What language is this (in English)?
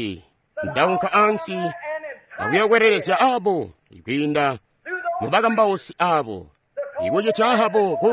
Tonga (Zambia)